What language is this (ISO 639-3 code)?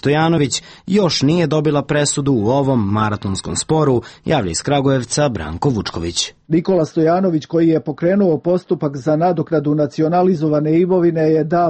srp